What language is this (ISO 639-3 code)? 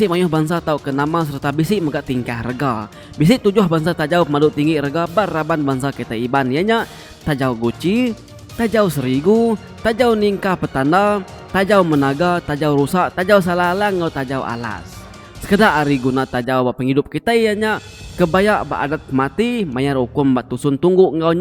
iba